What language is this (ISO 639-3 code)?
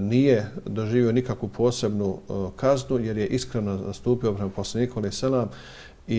bos